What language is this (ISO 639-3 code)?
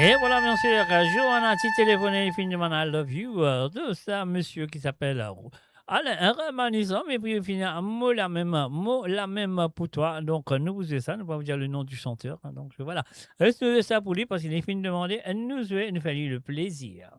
mfe